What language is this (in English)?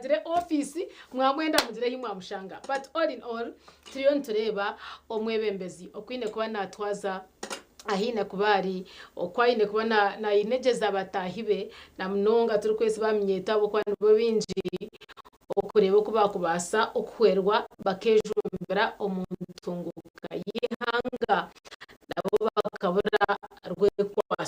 Nyankole